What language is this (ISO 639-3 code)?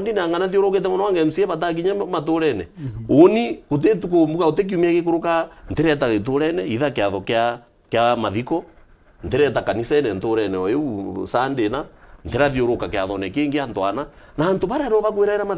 mer